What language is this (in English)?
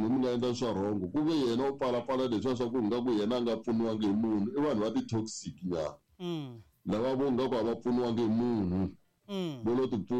Tsonga